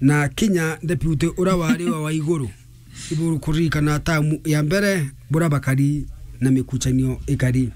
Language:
Meru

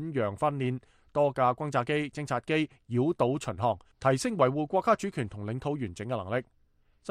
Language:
Cantonese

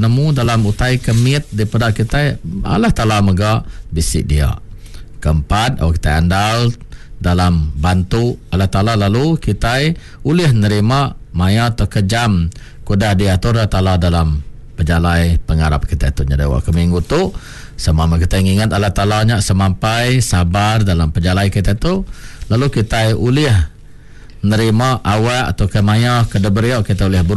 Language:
Iban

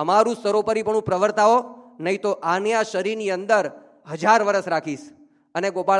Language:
Gujarati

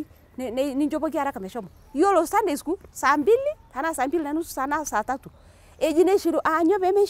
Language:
Masai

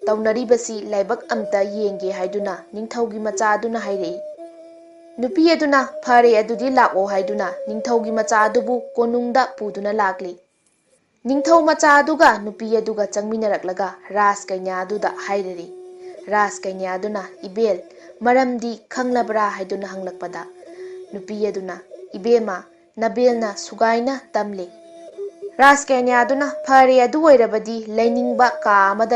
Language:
Manipuri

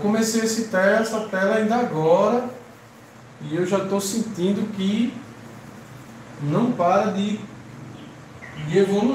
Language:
Portuguese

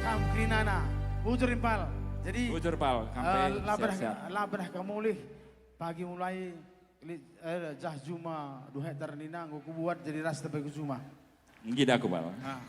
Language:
Batak Karo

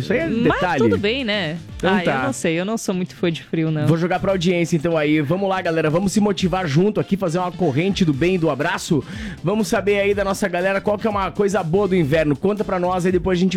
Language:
Portuguese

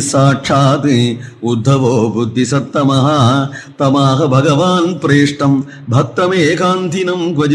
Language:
Sanskrit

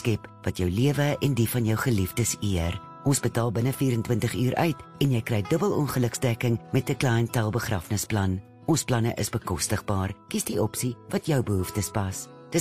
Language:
Afrikaans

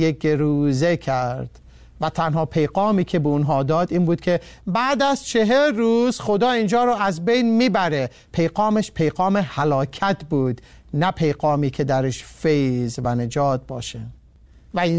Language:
Persian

